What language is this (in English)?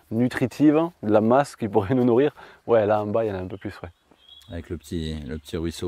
French